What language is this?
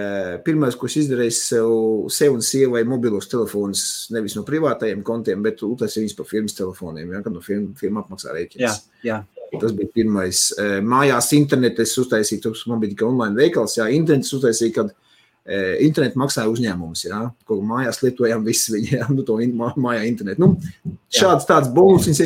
Latvian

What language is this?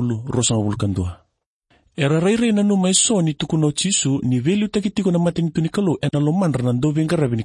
Fijian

